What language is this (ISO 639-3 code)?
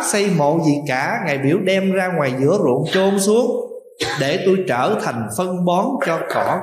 vie